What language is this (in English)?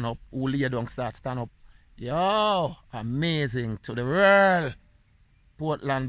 Jamaican Creole English